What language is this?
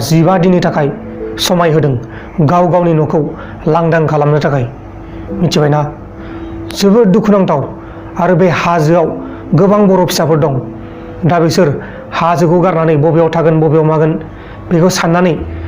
Bodo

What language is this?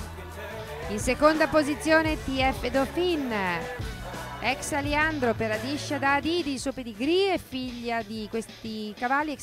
Italian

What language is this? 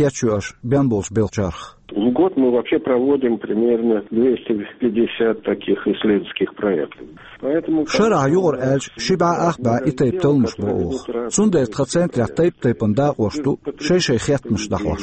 Chechen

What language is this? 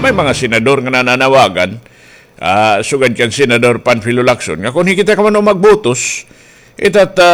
Waray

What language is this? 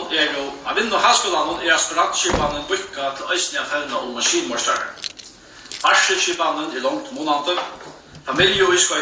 Faroese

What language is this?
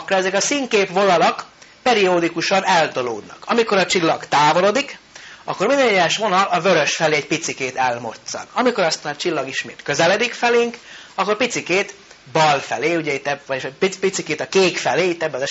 Hungarian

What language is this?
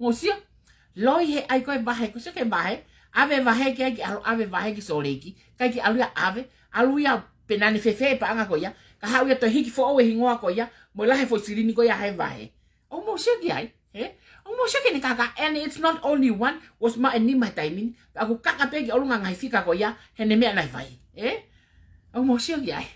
Tongan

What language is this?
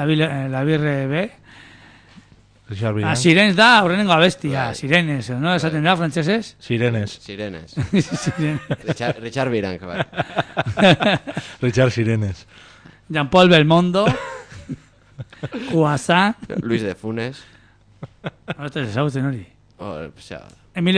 Basque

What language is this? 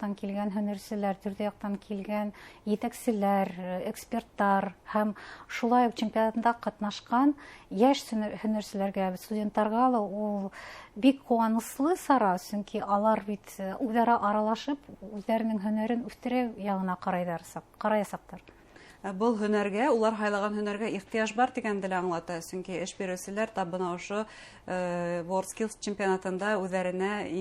Bashkir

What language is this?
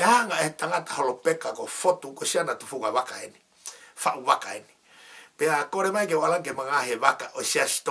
Tongan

